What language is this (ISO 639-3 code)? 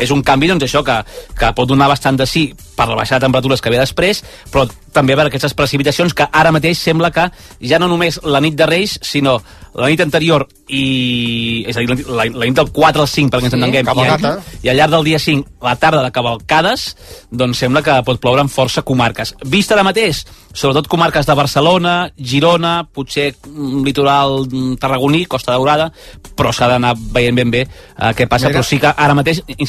cat